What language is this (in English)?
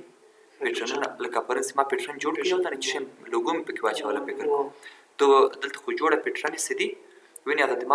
Pashto